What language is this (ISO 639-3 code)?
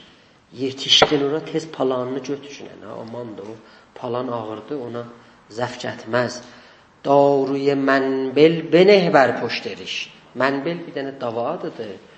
azb